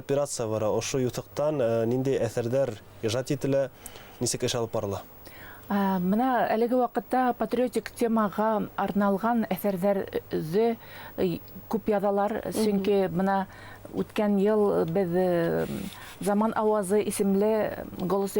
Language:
Bashkir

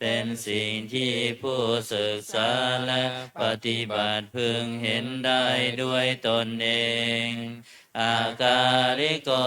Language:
Pali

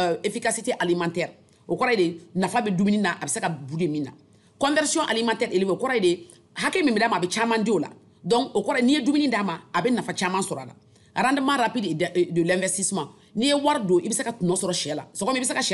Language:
Bambara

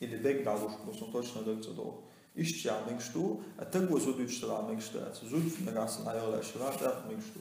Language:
Chechen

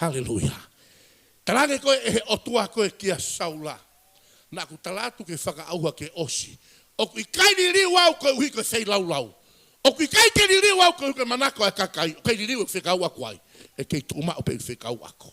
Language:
Tongan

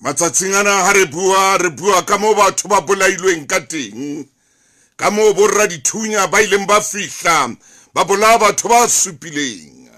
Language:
Southern Sotho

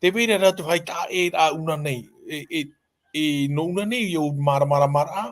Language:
Tahitian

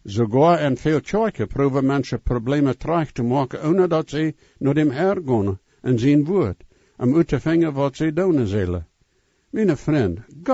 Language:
Plautdietsch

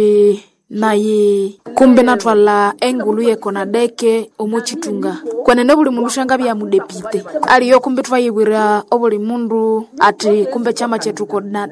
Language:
Nande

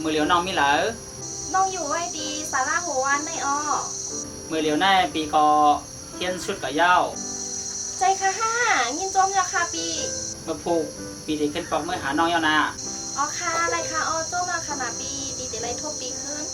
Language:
Shan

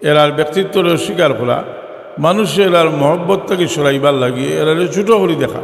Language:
Sylheti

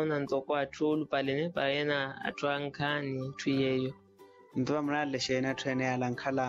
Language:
Makhuwa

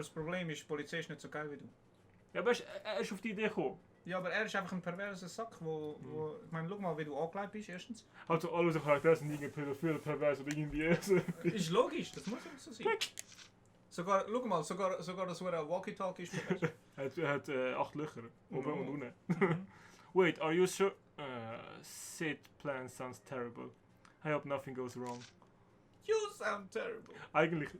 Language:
Swiss German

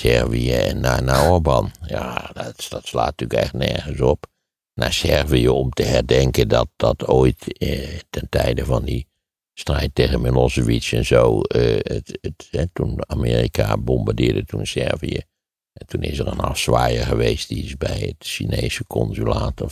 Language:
Dutch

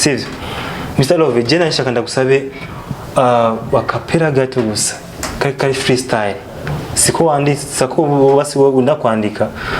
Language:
Rundi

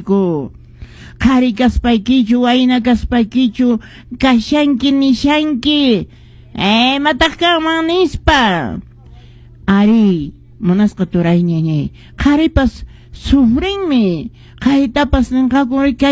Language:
Quechua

